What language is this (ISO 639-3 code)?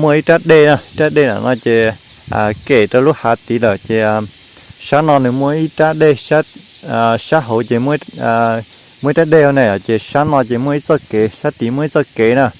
hmn